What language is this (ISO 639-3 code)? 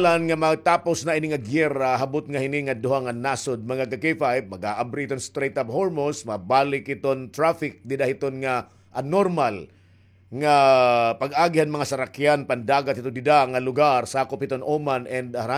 war